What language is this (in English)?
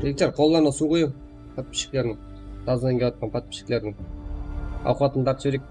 Kara-Kalpak